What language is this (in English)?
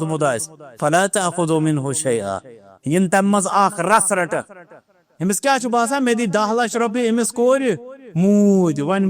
Kashmiri